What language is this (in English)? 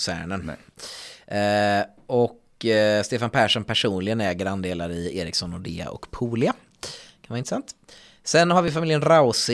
Swedish